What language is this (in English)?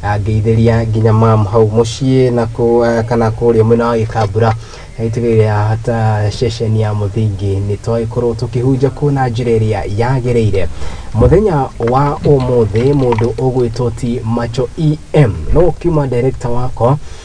Kikuyu